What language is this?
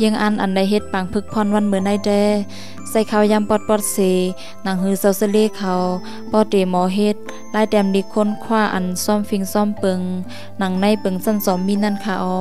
Shan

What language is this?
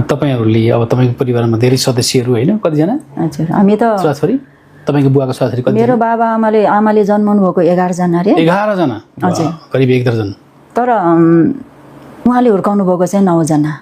Nepali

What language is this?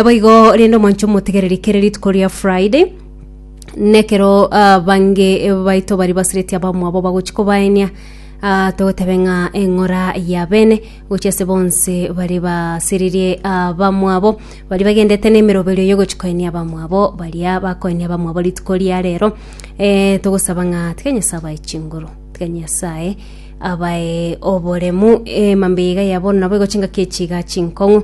Gusii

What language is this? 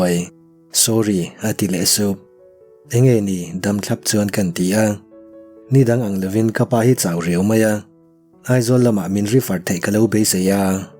Mizo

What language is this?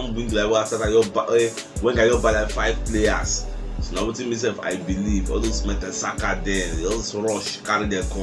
Nigerian Pidgin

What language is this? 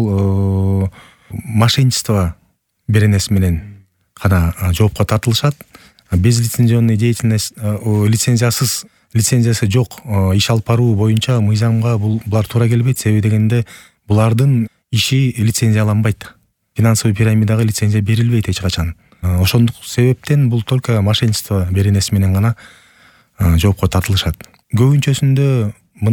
Kyrgyz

